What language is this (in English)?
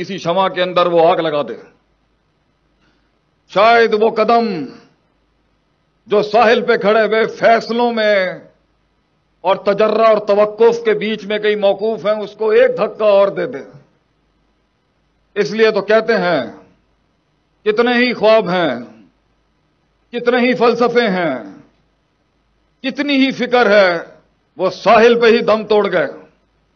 Urdu